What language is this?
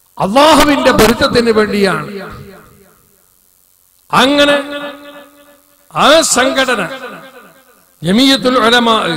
Malayalam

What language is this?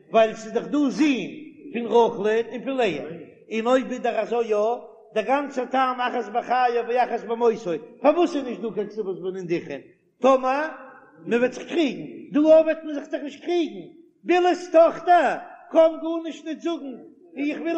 Yiddish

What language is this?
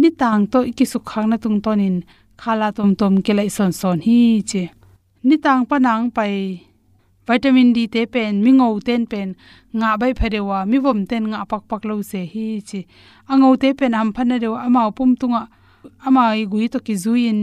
Tedim Chin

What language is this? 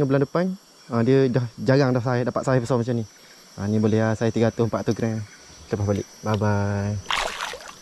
Malay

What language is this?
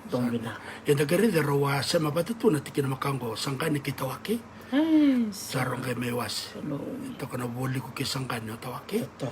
Fijian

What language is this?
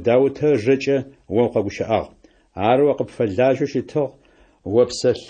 Adyghe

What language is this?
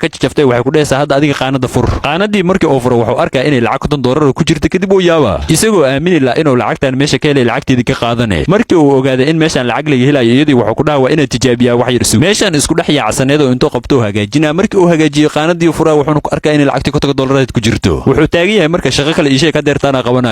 Somali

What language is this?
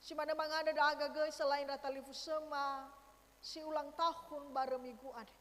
Nias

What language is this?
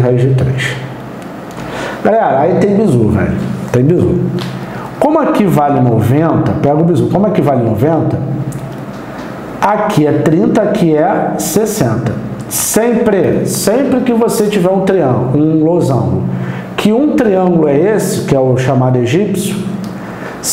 Portuguese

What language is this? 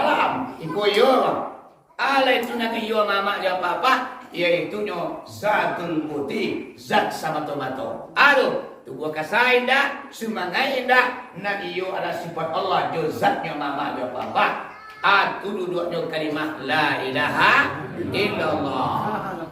Minangkabau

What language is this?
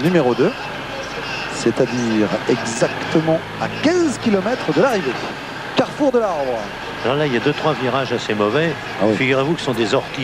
French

